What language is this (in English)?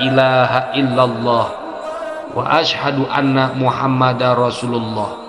Sundanese